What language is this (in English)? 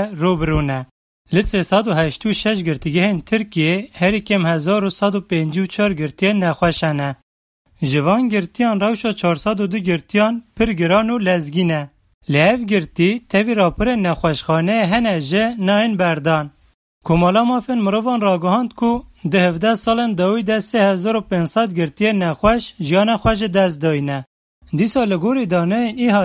Kurdish